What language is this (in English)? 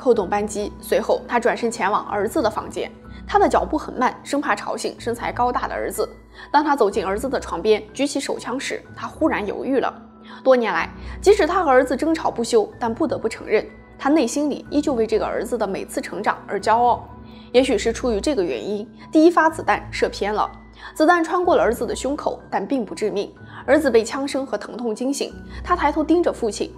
Chinese